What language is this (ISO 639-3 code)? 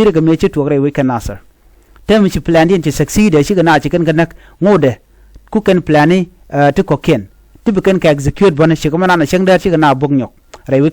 nus